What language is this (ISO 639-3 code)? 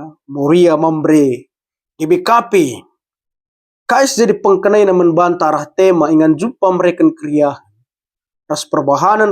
btx